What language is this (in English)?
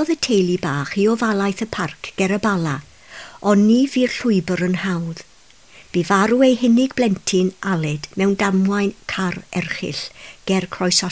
Welsh